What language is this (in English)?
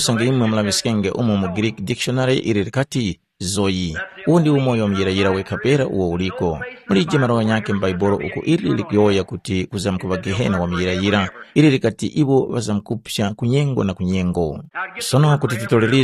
Tumbuka